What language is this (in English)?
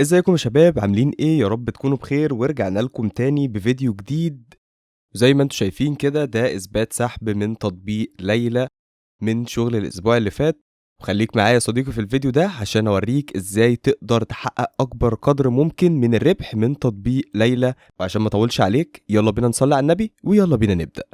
Egyptian Arabic